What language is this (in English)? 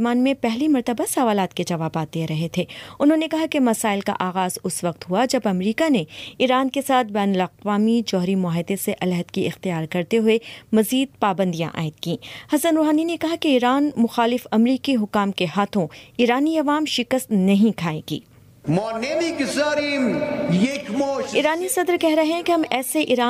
Urdu